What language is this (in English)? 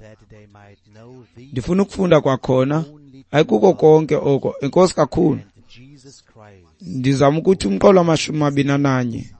Xhosa